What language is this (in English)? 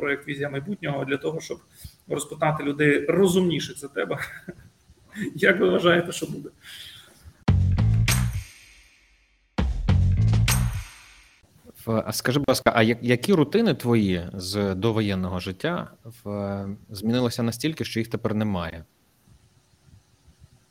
Ukrainian